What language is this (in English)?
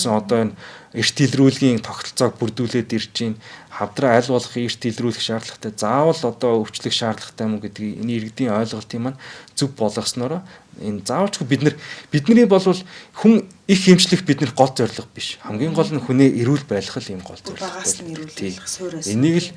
Mongolian